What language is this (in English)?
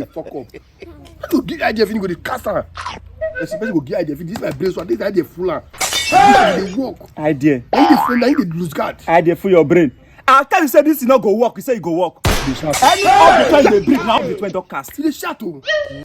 Nigerian Pidgin